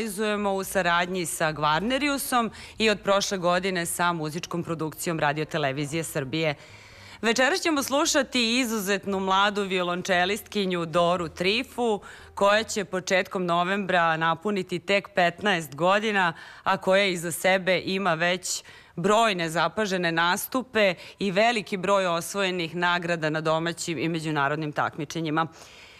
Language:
Serbian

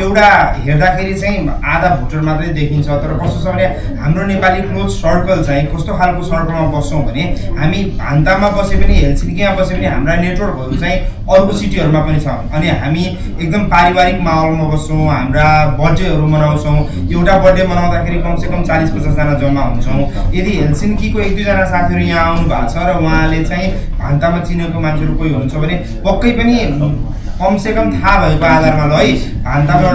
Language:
Nepali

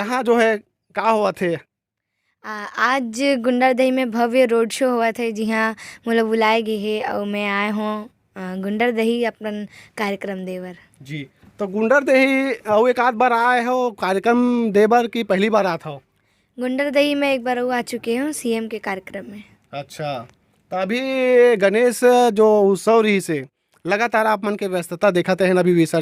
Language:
Chhattisgarhi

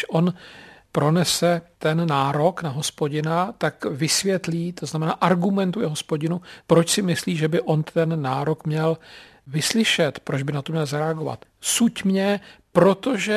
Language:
Czech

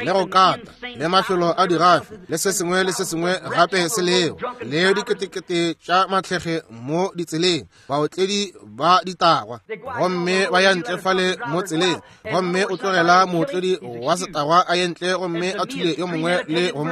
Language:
Northern Sotho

